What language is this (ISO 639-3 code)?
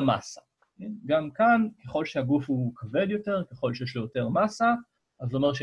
heb